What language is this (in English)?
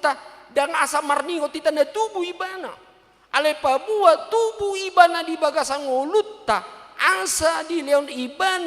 Batak Toba